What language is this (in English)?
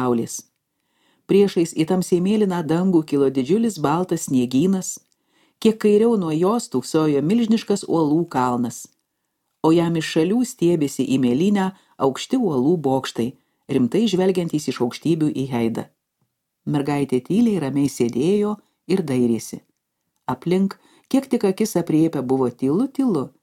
Lithuanian